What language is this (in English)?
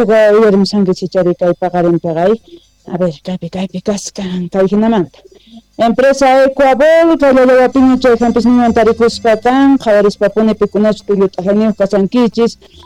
South Bolivian Quechua